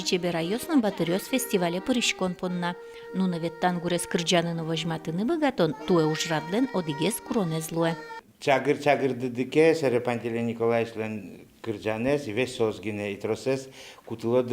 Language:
Udmurt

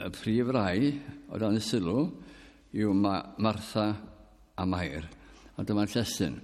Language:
Welsh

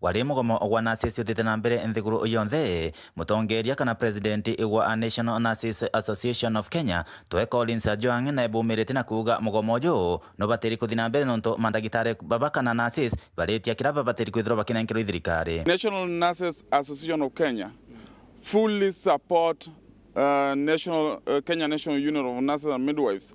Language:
Meru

